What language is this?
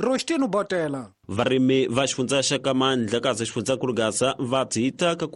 Tsonga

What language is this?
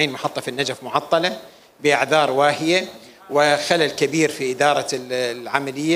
Mesopotamian Arabic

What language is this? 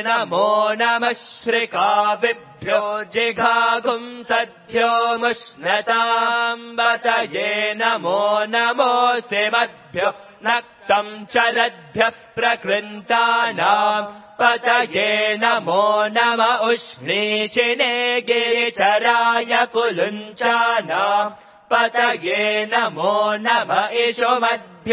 Sanskrit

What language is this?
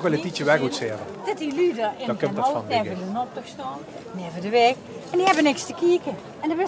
Limburgish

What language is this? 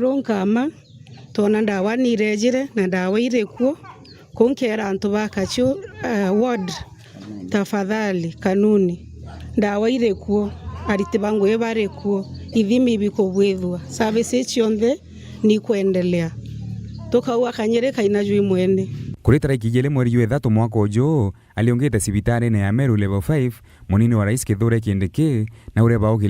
Meru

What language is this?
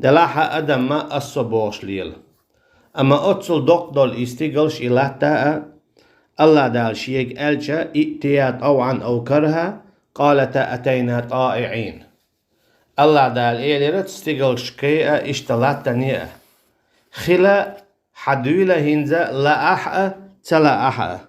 Chechen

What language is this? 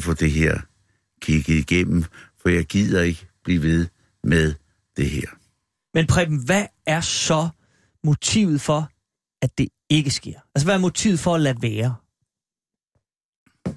Danish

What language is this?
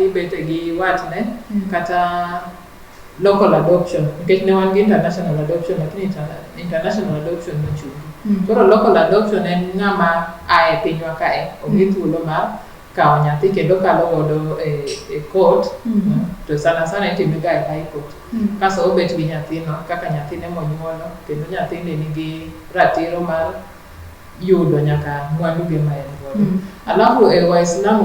Luo (Kenya and Tanzania)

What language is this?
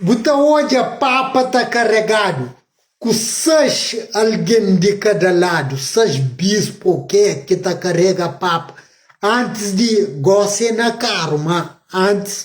Kabuverdianu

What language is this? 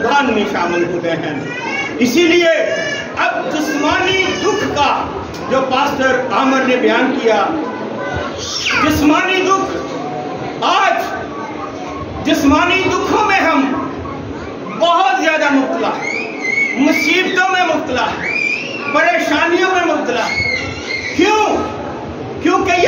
Urdu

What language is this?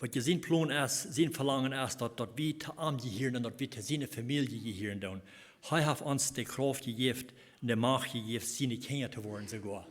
Plautdietsch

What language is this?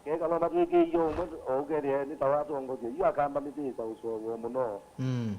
Kamba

